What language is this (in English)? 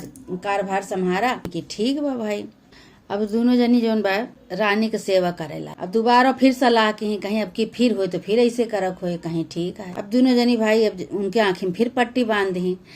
Awadhi